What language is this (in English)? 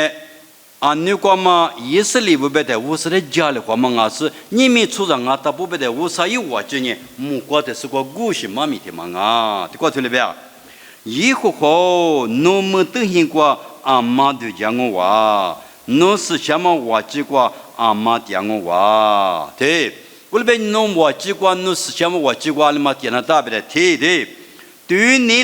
Lisu